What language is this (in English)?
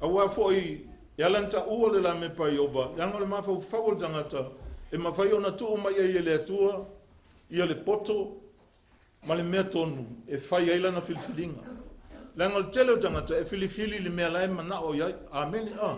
Samoan